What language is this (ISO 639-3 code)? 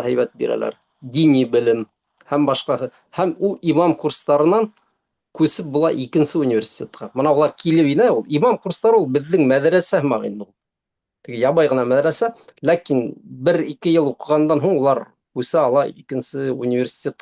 bak